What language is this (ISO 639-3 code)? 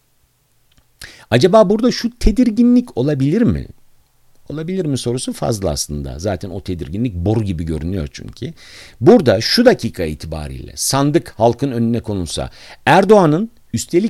tur